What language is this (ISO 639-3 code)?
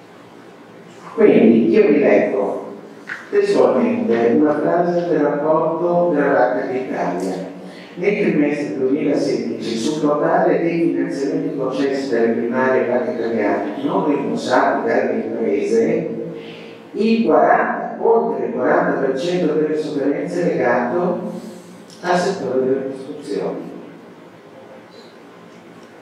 ita